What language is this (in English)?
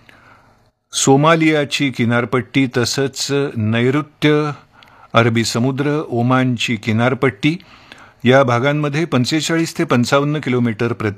Marathi